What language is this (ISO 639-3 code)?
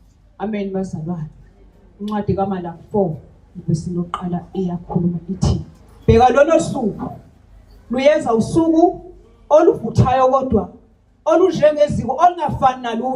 zul